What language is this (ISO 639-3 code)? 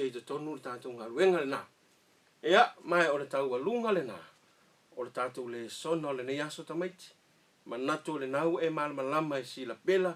smo